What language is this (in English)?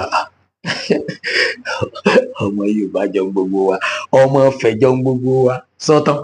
Yoruba